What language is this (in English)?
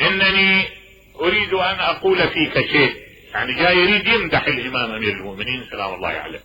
Mesopotamian Arabic